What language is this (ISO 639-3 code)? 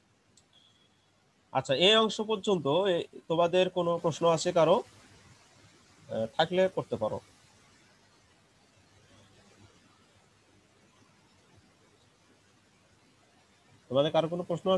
ben